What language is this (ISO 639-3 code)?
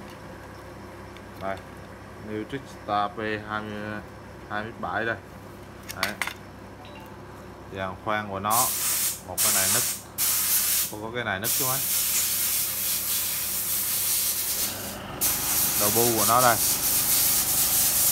vie